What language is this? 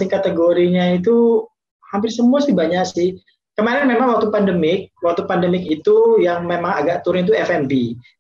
Indonesian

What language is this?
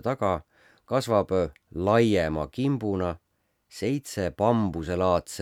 Estonian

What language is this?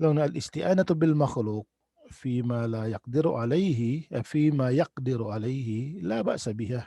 Tausug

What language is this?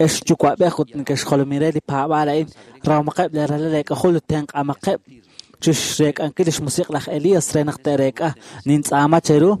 Kekchí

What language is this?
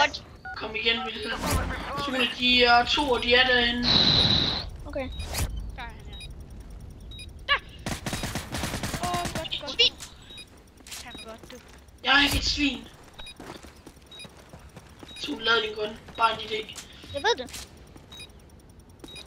Danish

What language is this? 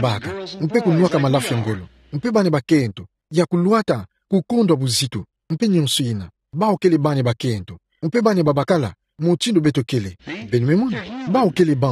Kituba (Democratic Republic of Congo)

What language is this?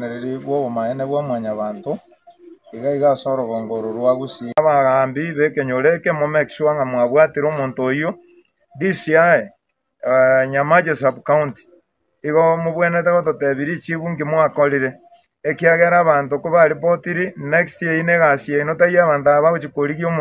Gusii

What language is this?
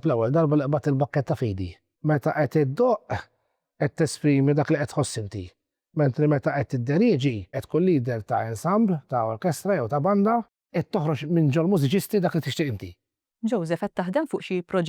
Maltese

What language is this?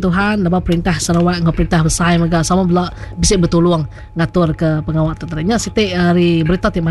Iban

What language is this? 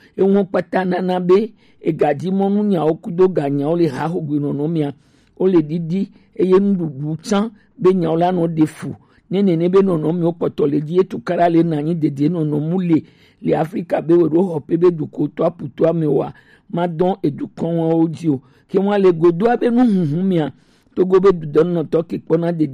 Gen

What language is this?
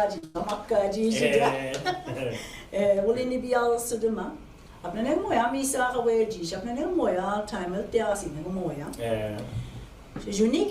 Mi'kmaw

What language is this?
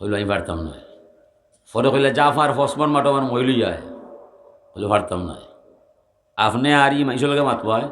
Sylheti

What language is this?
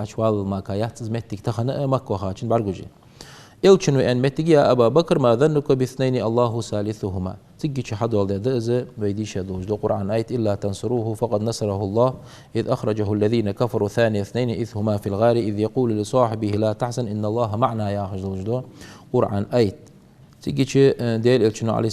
Ingush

